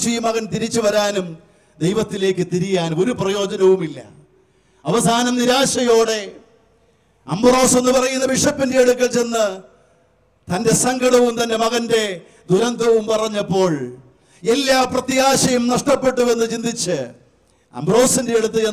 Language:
Malayalam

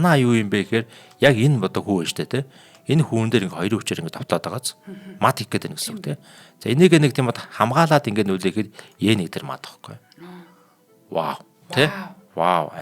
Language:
Mongolian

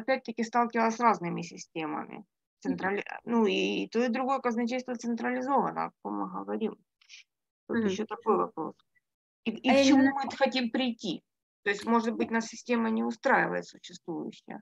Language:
Russian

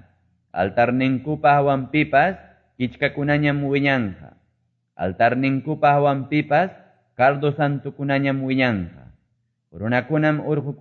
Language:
Quechua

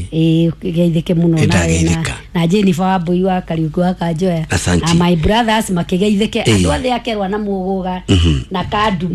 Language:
Kikuyu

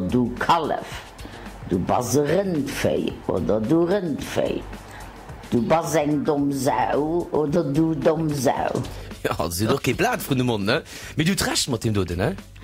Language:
Luxembourgish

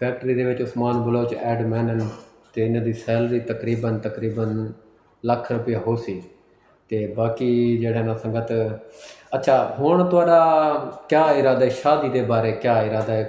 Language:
Saraiki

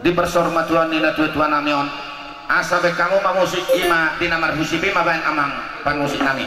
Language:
Batak Toba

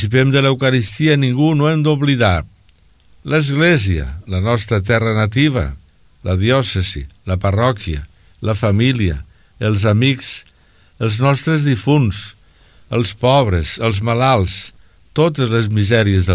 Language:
Catalan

